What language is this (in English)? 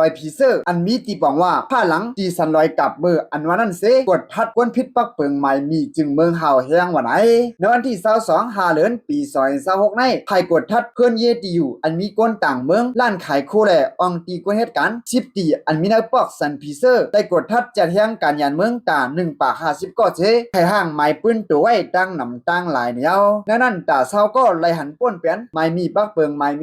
Shan